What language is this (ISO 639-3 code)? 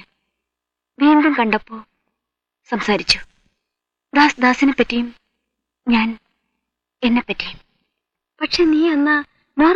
mal